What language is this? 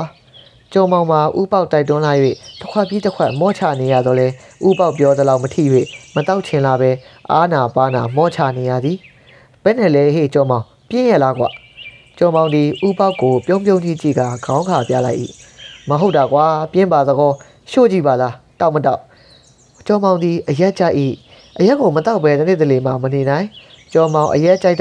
Burmese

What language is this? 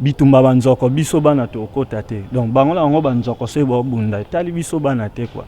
Lingala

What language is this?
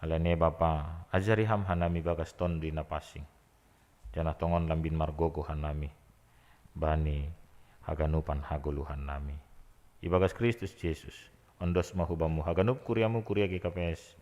Batak Simalungun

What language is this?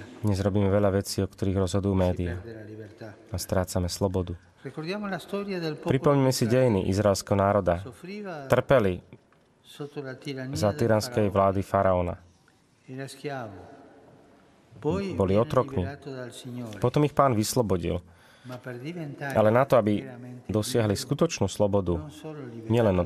Slovak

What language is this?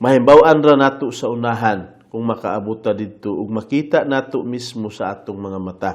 Cebuano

